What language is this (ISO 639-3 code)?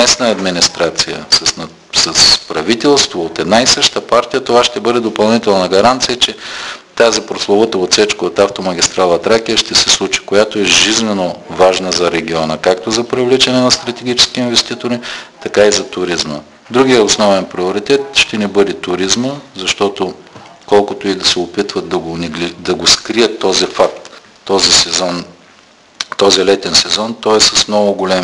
bul